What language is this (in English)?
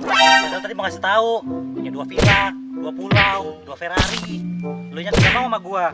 Betawi